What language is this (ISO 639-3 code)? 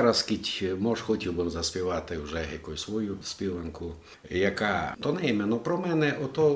rue